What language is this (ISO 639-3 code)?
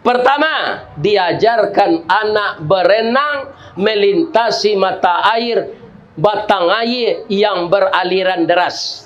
min